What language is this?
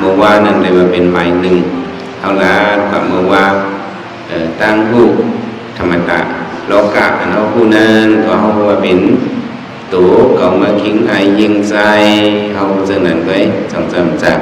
Shan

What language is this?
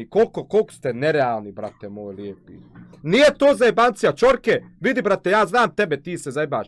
Bosnian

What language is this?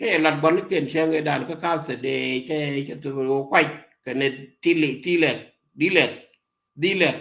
Nuer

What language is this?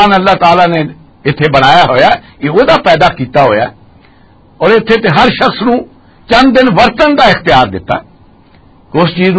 Western Panjabi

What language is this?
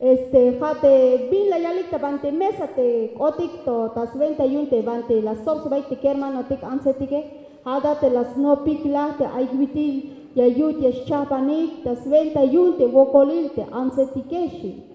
Tzeltal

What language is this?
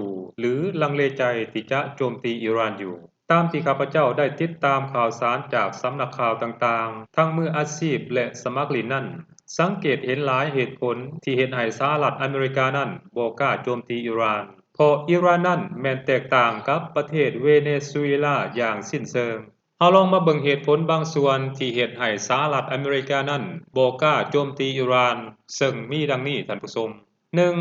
Lao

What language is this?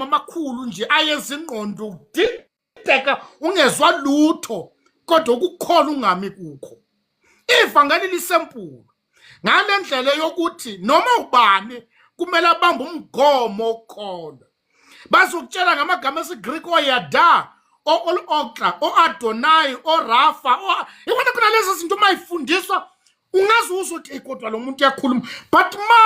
Zulu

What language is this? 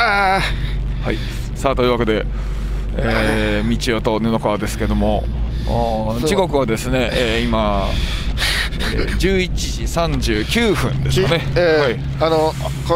Japanese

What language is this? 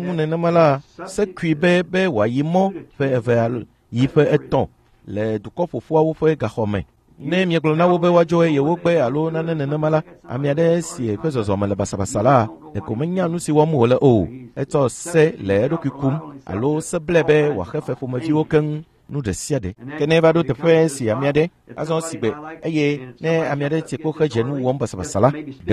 Ewe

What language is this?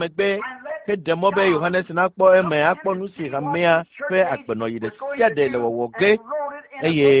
Ewe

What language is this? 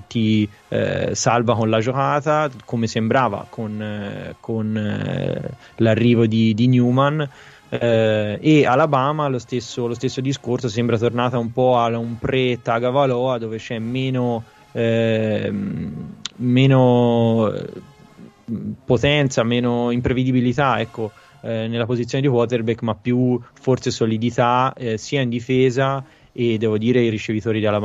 Italian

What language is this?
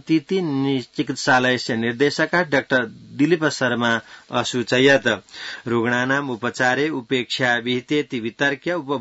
Sanskrit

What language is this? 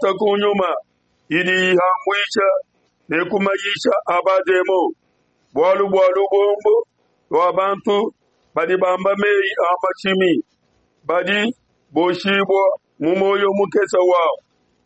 Luba-Lulua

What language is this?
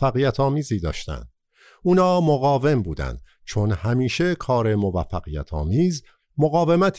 Persian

